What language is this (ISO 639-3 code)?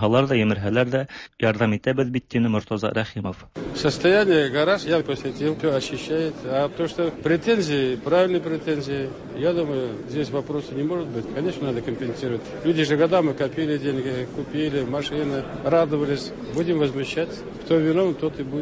tat